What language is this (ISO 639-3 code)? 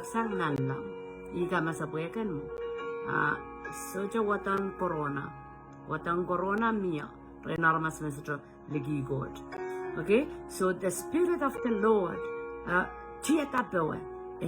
pon